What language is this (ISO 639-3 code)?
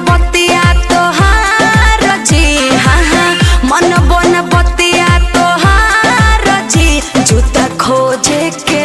mag